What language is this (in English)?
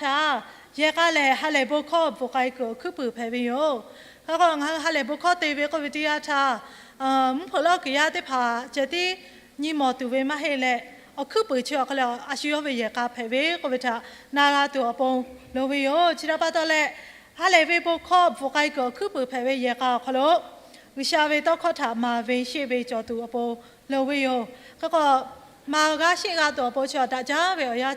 Lahu